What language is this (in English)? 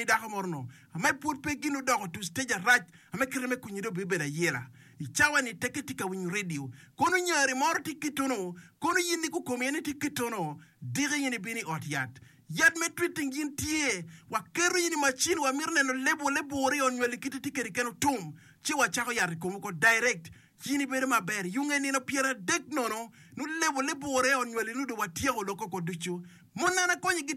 Acoli